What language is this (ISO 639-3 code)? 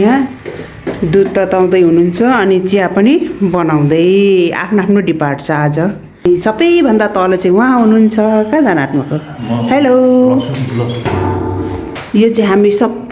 nep